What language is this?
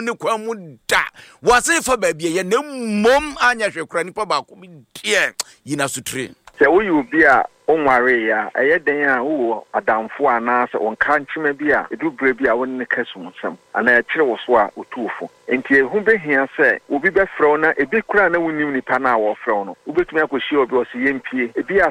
Akan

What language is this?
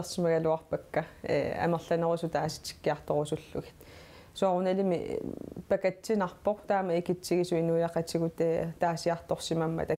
Kalaallisut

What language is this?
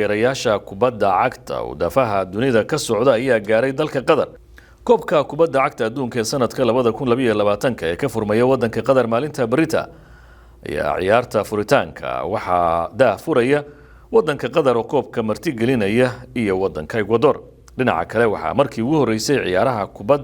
Somali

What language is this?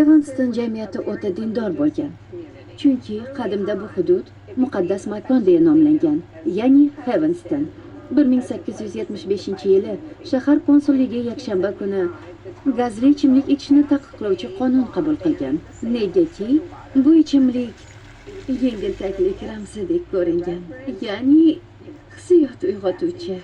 Uzbek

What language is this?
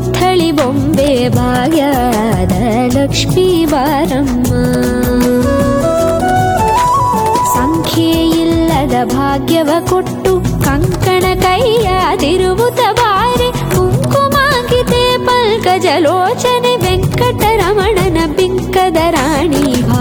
Kannada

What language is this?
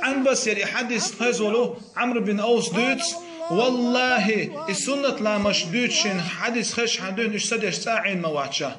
Chechen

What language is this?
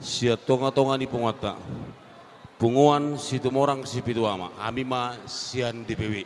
Batak Toba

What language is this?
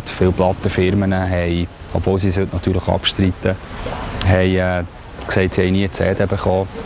Swiss German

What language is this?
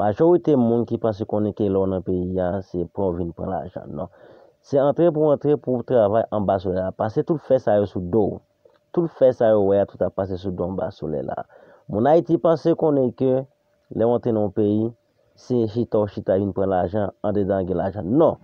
Haitian Creole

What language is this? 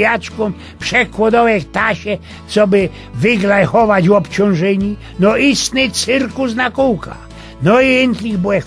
Silesian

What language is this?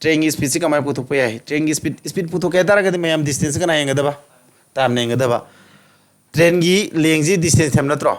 Manipuri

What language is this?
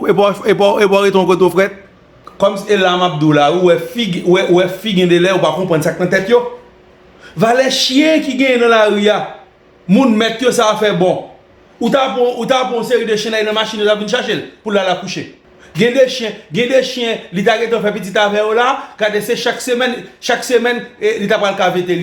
Haitian Creole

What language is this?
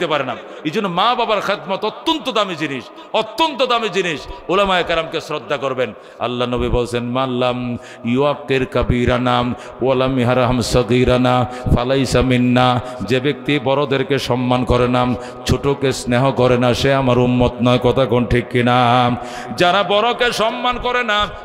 Bangla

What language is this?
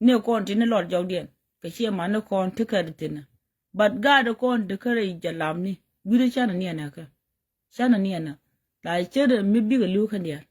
Nuer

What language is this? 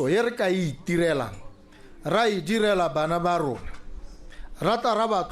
Tswana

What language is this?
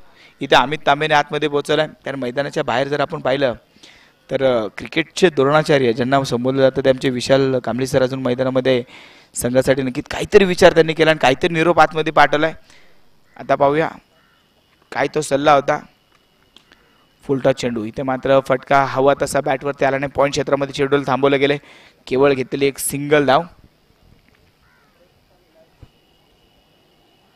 Marathi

